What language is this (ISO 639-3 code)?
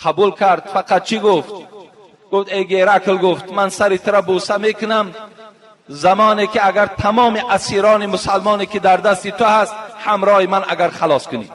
tgk